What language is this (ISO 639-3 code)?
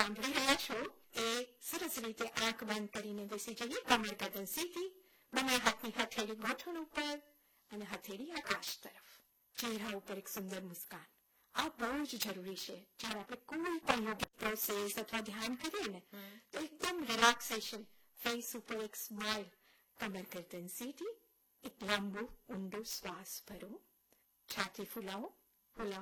guj